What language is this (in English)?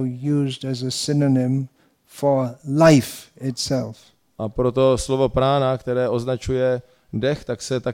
Czech